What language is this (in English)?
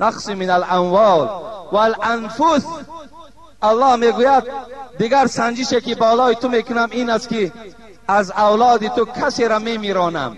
Tajik